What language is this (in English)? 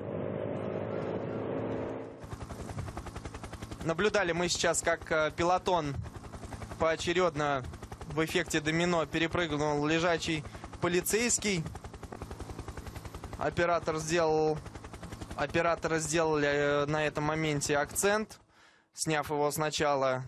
Russian